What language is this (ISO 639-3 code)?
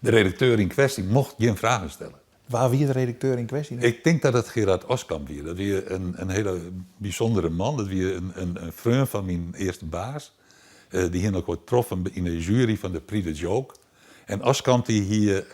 fry